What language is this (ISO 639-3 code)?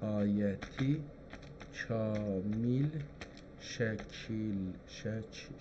azb